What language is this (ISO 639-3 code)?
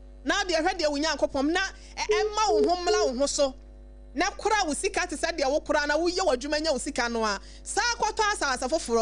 aka